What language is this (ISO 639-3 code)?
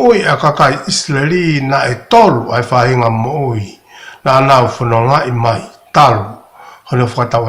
ton